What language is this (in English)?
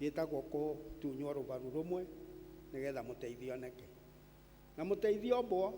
Kikuyu